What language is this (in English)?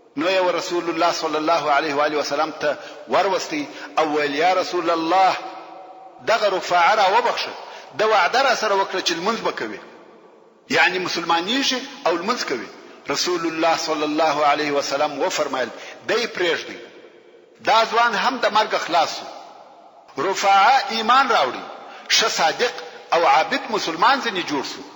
Pashto